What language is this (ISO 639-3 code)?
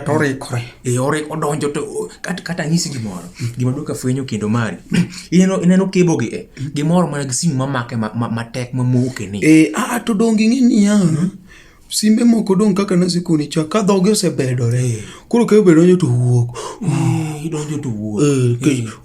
luo